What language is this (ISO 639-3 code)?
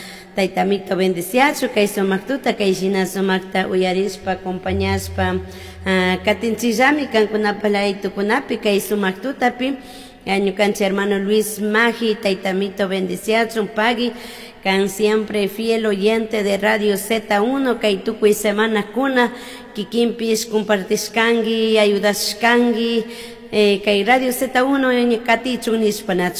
qug